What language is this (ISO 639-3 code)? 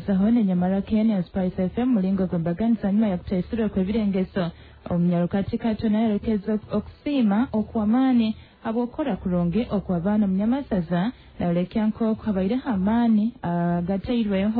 nyo